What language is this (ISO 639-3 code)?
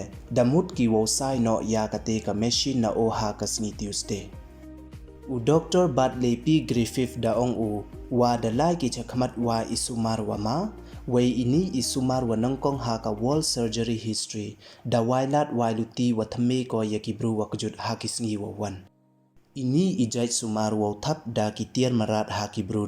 pbv